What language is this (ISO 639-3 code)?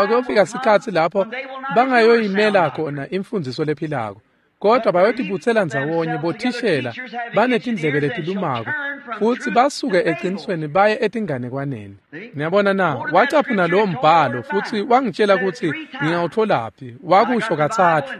ssw